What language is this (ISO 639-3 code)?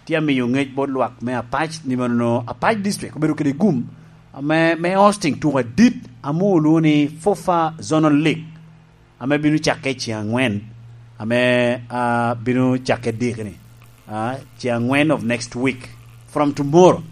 laj